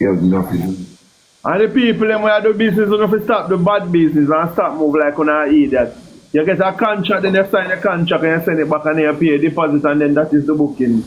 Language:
Jamaican Creole English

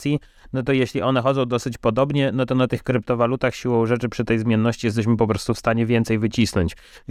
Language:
Polish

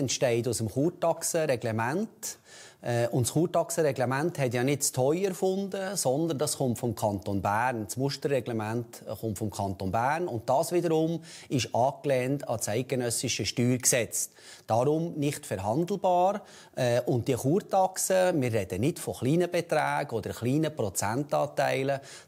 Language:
Swiss German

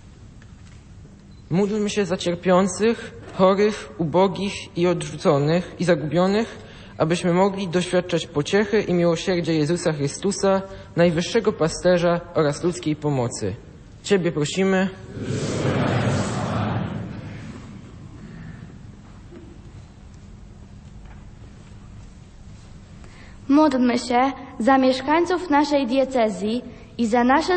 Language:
Polish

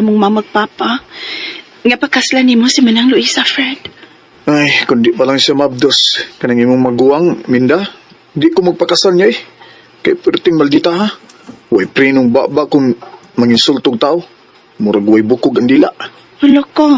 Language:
Cebuano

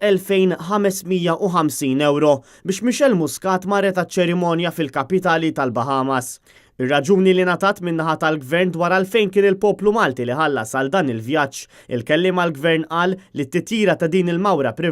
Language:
Maltese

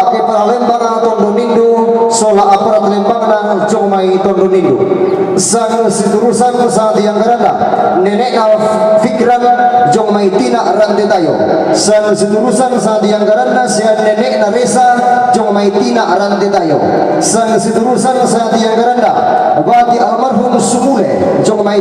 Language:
Toraja-Sa'dan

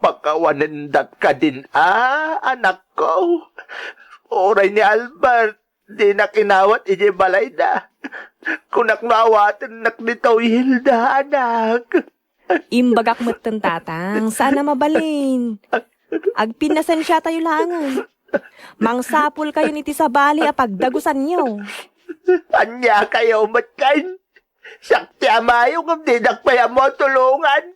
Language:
Iloko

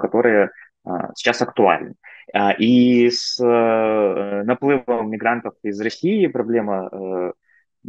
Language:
Russian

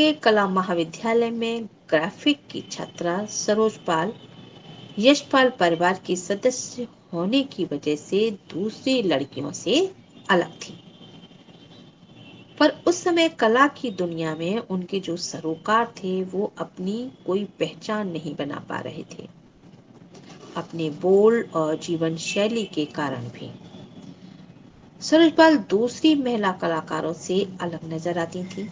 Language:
Hindi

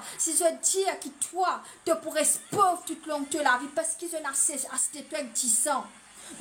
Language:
Morisyen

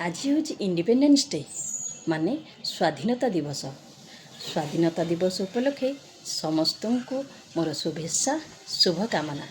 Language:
Odia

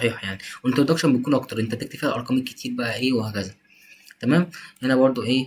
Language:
Egyptian Arabic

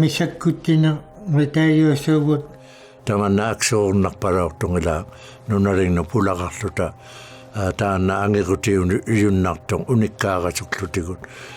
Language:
Inuktitut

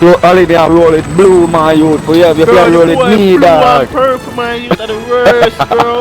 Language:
Jamaican Creole English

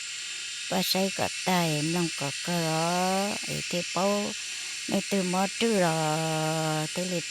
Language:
Hmong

